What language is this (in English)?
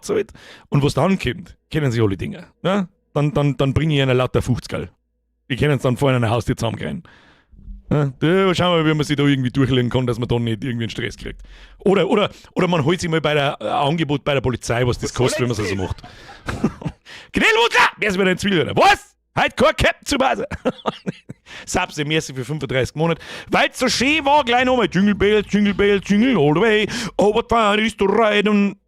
Bavarian